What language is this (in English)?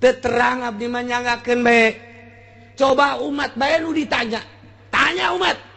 Sundanese